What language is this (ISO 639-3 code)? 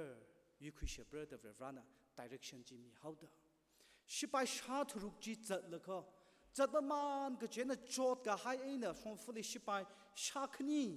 nmf